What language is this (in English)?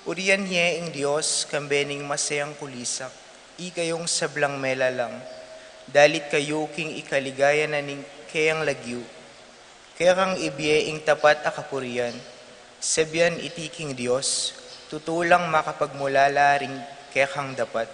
Pampanga